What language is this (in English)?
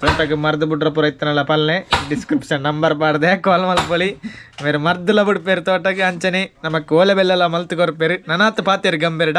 Tulu